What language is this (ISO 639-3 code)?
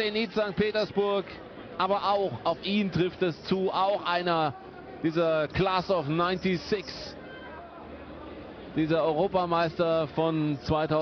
deu